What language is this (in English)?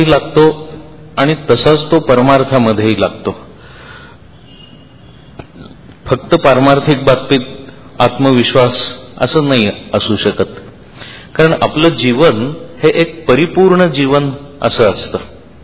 Marathi